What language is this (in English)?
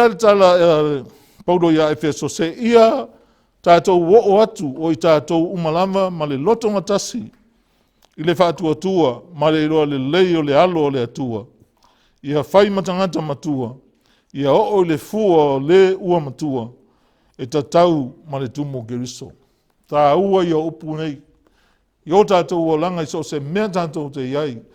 Samoan